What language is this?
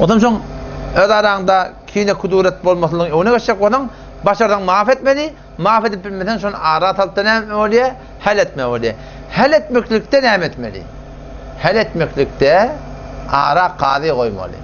Turkmen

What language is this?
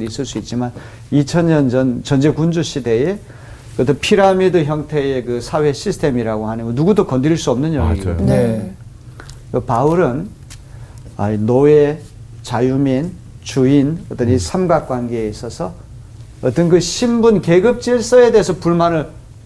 Korean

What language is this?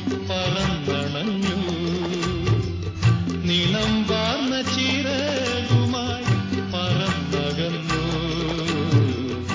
Malayalam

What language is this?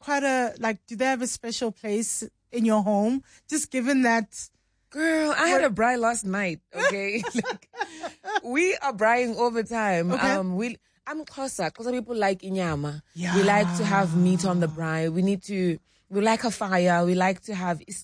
English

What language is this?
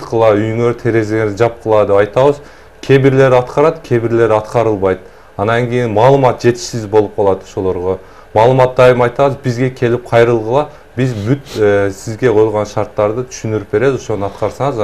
Kyrgyz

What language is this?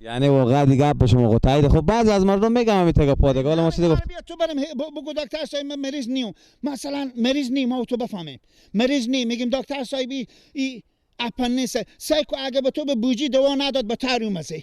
Persian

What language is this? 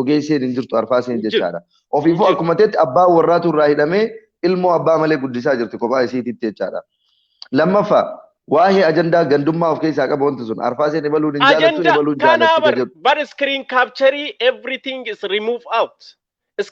Oromo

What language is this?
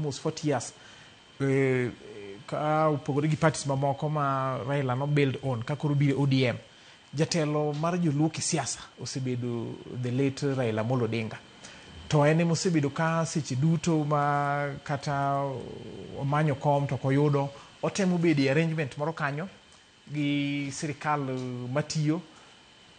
Luo (Kenya and Tanzania)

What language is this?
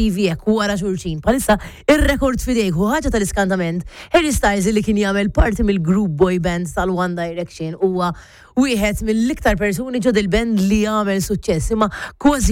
Maltese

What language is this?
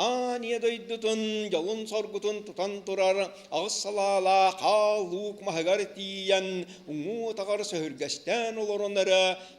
Yakut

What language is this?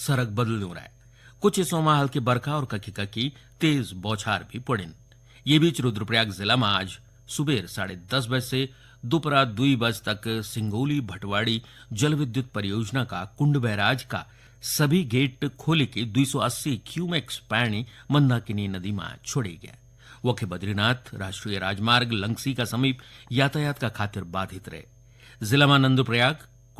Garhwali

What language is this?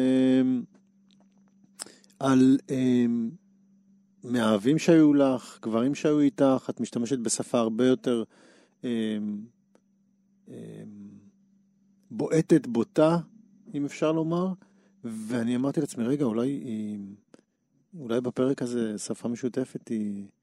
Hebrew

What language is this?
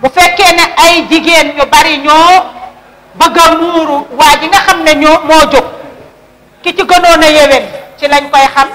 Wolof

